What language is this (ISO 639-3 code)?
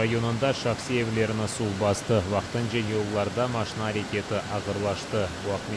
crh